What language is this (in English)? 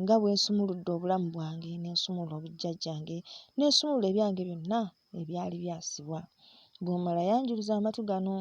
Ganda